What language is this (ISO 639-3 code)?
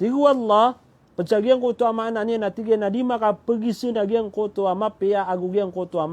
mrw